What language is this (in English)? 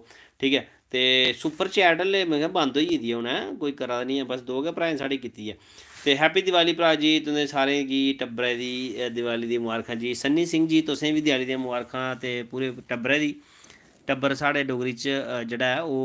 Dogri